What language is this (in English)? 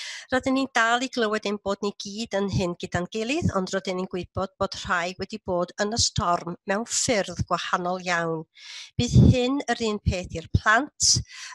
Welsh